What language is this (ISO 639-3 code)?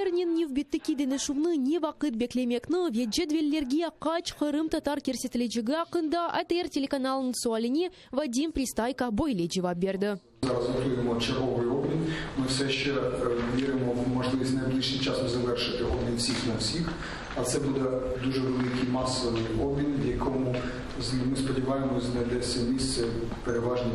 crh